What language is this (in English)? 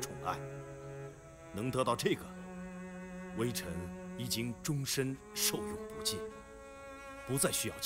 Chinese